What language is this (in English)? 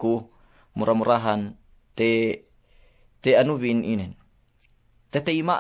Yakan